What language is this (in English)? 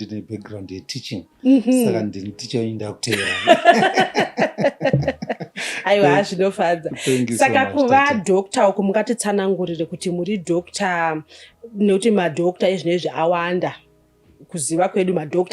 Shona